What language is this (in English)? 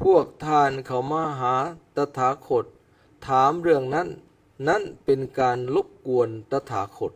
Lao